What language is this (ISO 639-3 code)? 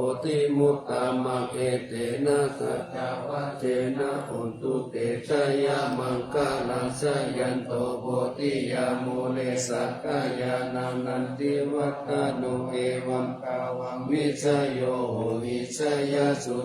pli